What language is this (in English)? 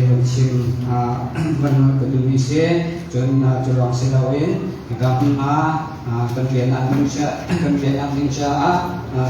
Hakha Chin